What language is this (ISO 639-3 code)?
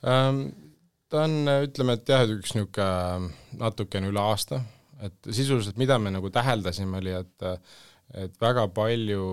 est